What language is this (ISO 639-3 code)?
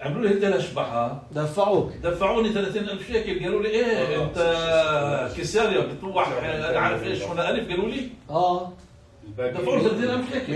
apc